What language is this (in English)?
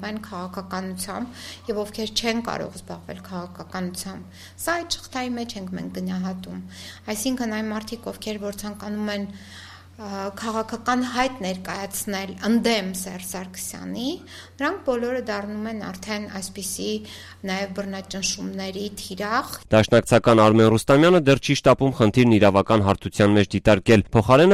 Armenian